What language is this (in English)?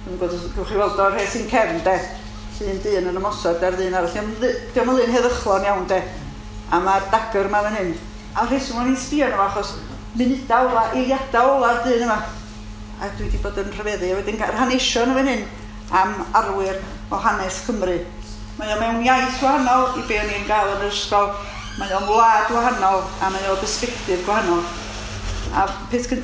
Welsh